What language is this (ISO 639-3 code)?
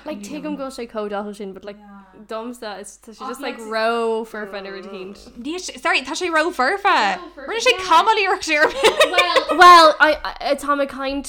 gle